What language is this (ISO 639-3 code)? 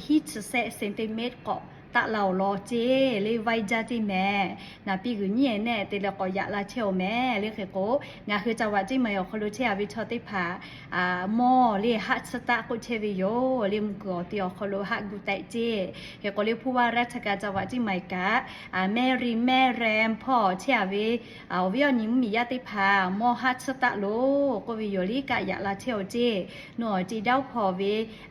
lhu